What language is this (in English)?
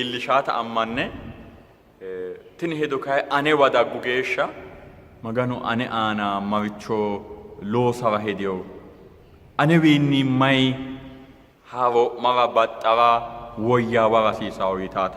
Sidamo